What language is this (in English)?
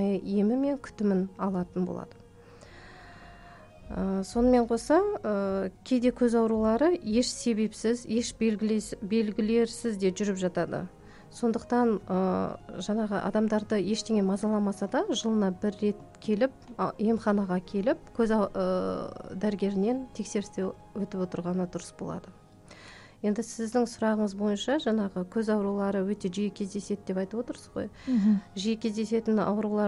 Kazakh